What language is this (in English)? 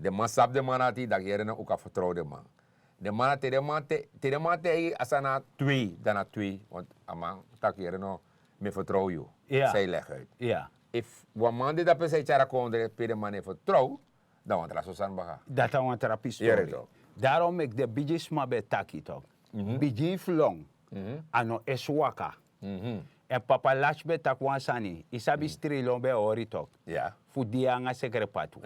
Sranan Tongo